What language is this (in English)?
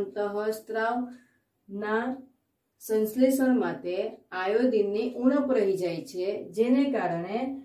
Gujarati